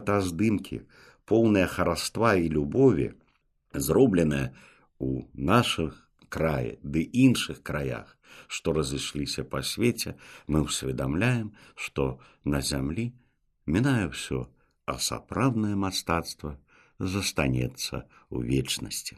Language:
Belarusian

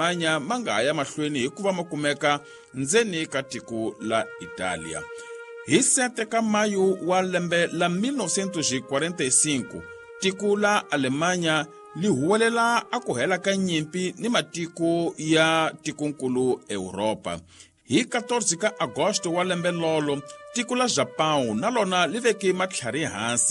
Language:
Tsonga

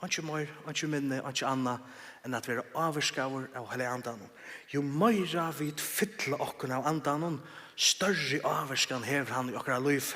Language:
Faroese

